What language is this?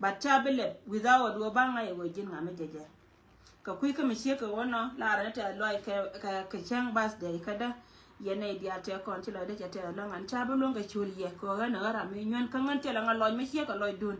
Nuer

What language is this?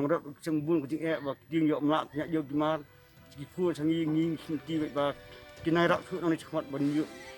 Khasi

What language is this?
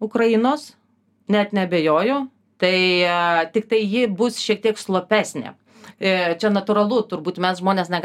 Lithuanian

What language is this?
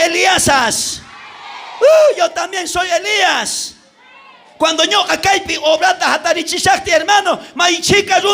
South Bolivian Quechua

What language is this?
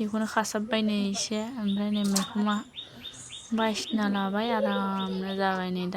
Bodo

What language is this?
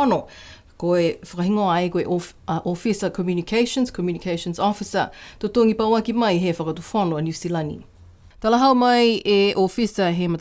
Niuean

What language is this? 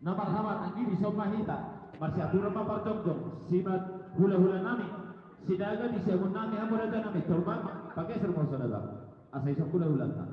Batak Toba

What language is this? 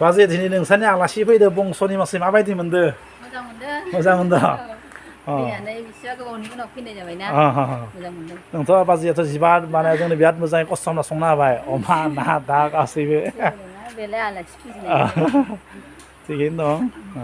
Bodo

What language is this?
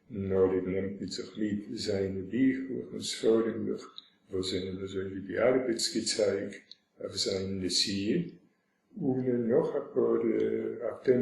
Yiddish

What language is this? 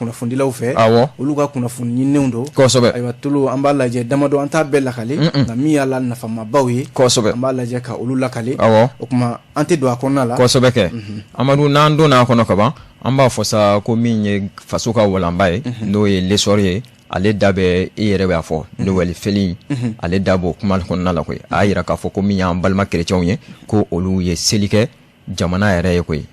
Bambara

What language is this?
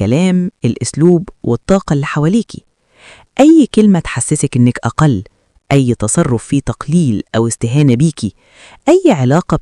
Egyptian Arabic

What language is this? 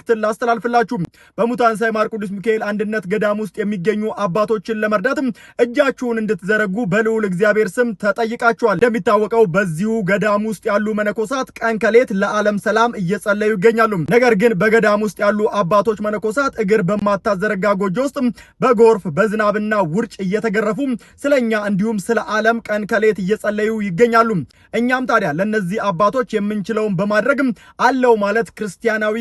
Amharic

